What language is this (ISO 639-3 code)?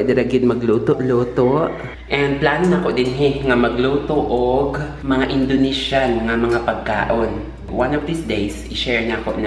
ceb